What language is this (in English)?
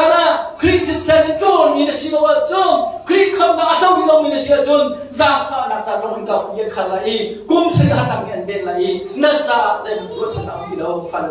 Hakha Chin